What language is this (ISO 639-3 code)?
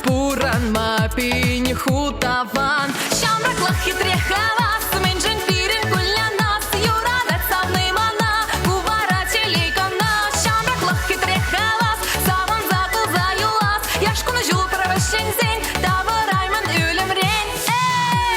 chv